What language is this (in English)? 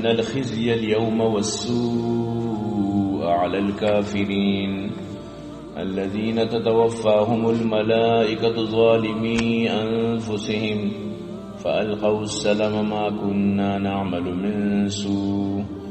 Eastern Balochi